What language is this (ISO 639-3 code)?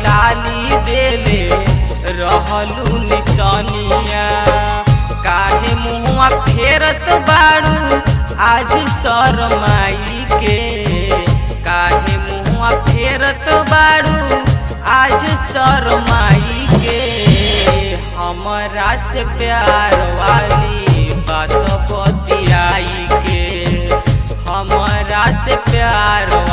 bho